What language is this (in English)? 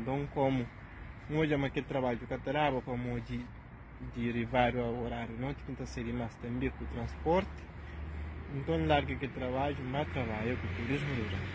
Kabuverdianu